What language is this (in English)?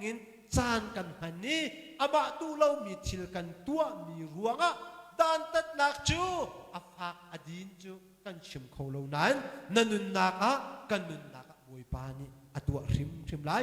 Hakha Chin